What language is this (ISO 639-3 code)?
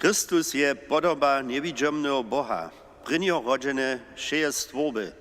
hsb